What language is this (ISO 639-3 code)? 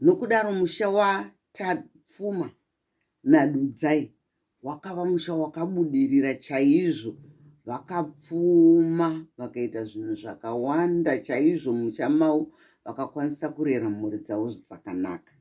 sna